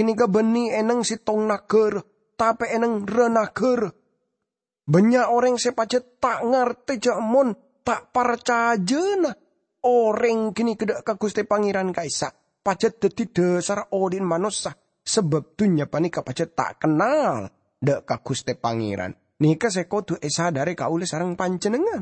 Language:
Madurese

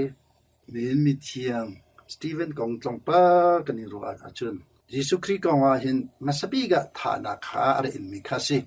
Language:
Hakha Chin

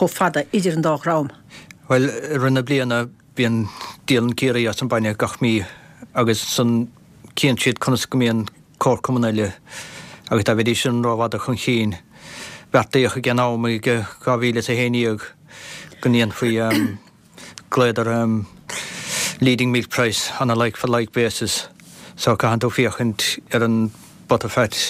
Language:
Irish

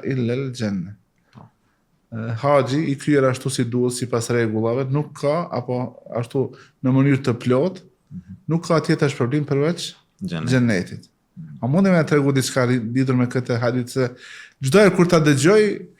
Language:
Albanian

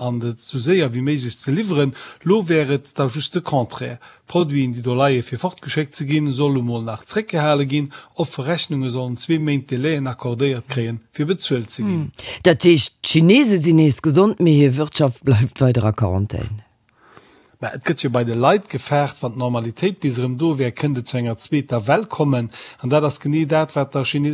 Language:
Luxembourgish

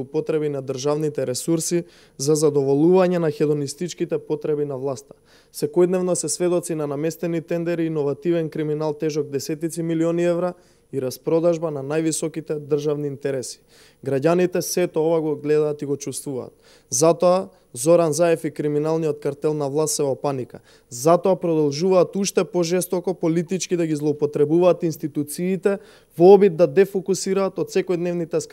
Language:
Macedonian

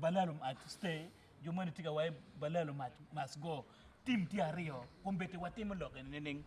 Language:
Acoli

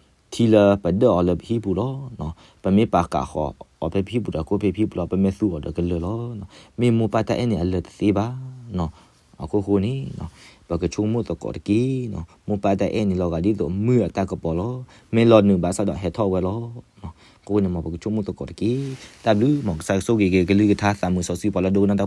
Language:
S'gaw Karen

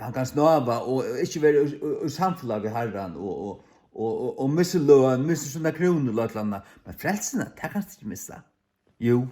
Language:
Faroese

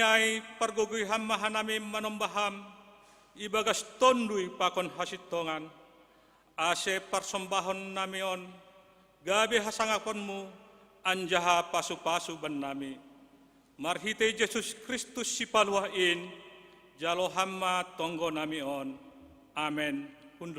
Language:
Batak Simalungun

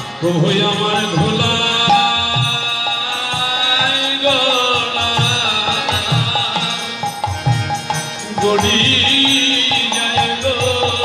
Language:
Bangla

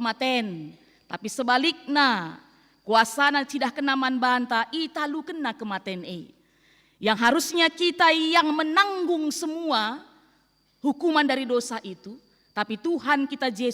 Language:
Batak Karo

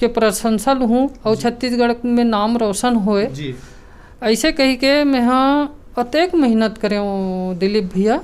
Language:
Chhattisgarhi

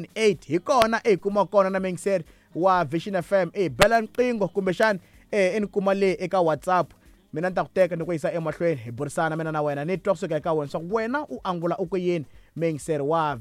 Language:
Tsonga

